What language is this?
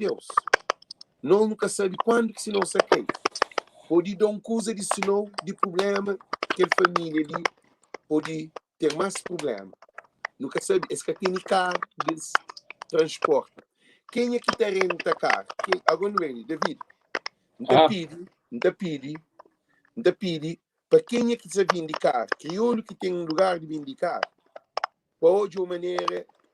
Kabuverdianu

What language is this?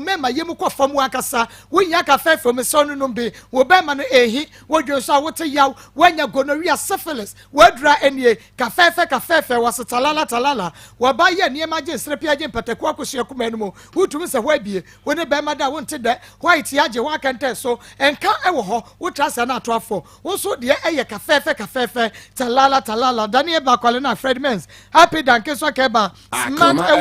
Akan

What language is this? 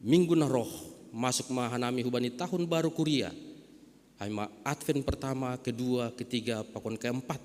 Batak Simalungun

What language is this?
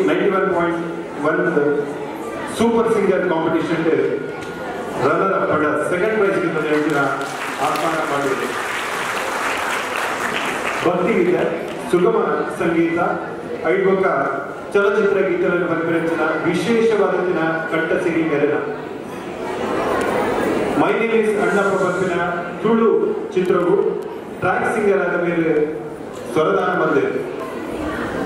Kannada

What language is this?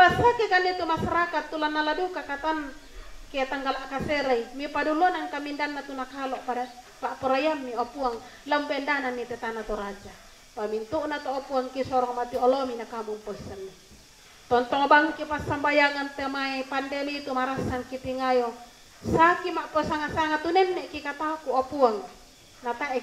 Toraja-Sa'dan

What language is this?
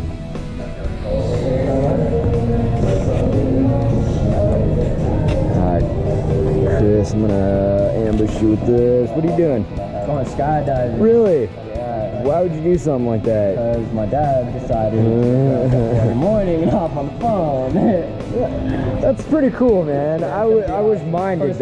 English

